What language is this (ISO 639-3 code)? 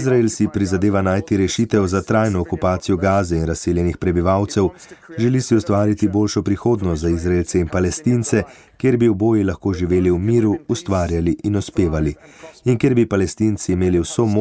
slv